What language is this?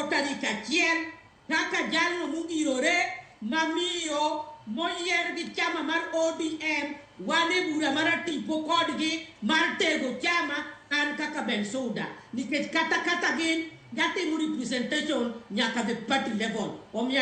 Luo (Kenya and Tanzania)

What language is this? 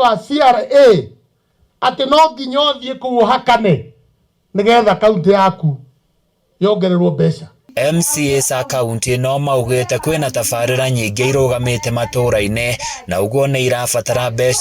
Kikuyu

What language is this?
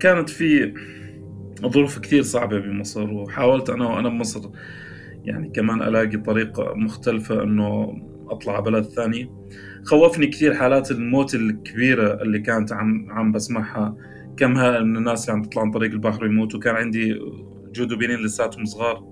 North Levantine Arabic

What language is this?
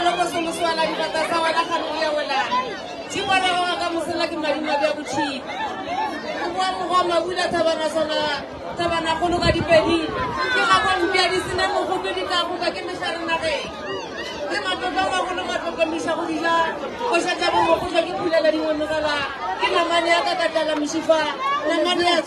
Northern Sotho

